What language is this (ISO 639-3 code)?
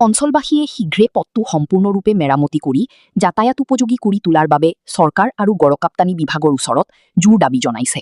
asm